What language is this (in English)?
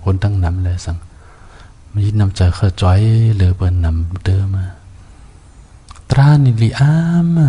Shan